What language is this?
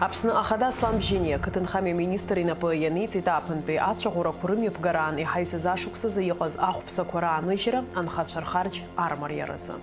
Abkhazian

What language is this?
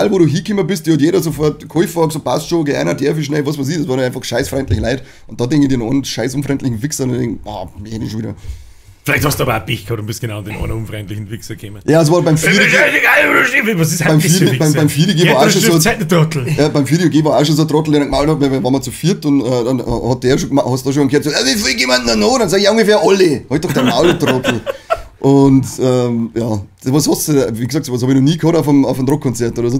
Bavarian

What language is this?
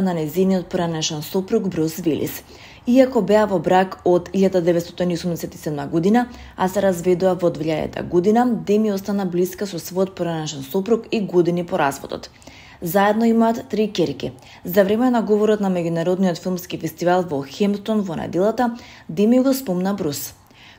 Macedonian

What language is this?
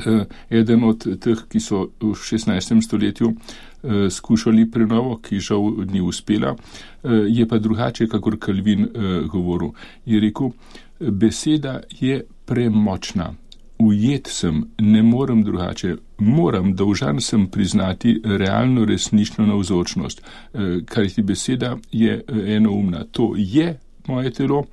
Slovenian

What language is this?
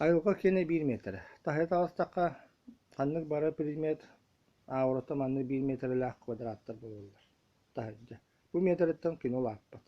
Yakut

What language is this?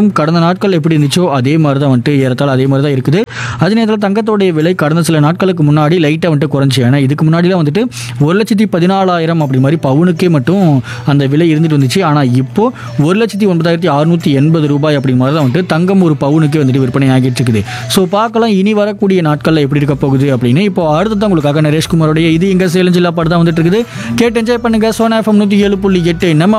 Tamil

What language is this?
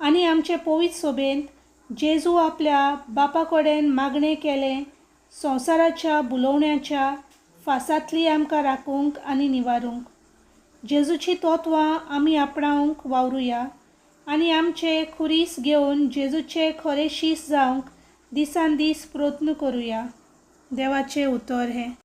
Konkani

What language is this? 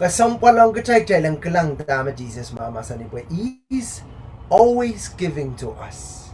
Pohnpeian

